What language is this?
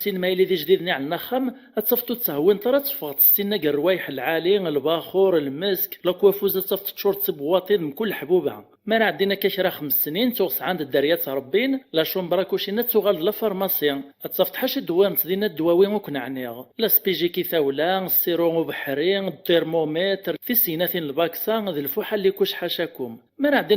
Kabyle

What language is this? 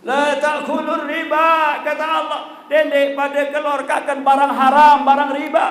Sasak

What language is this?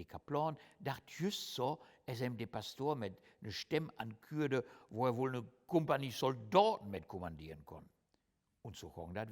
Low German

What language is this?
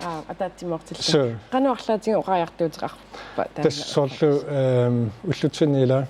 Kalaallisut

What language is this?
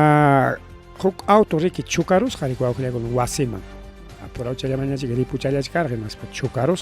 Ayacucho Quechua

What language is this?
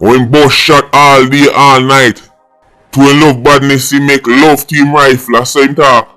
Jamaican Creole English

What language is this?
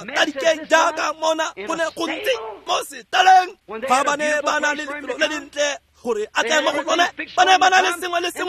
Tswana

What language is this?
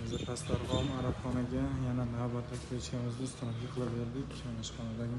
Uzbek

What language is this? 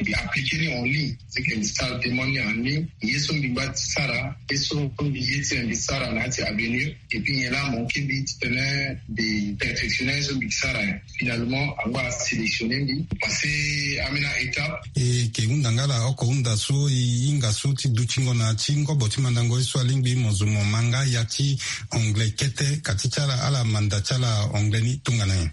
Sango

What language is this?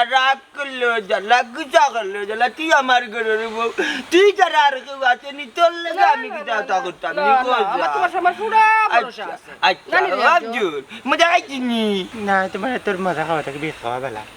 Sylheti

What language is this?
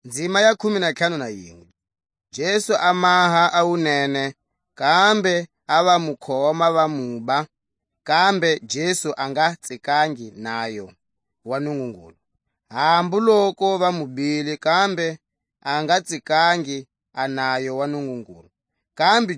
Tswa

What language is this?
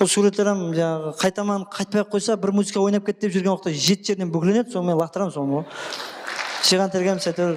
Kara-Kalpak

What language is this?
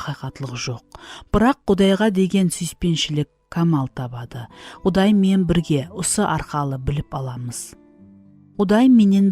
Kara-Kalpak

